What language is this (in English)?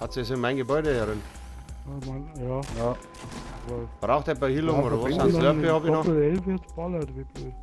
Bavarian